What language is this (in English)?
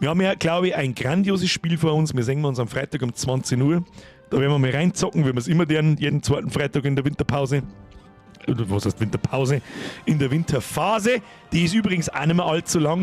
Bavarian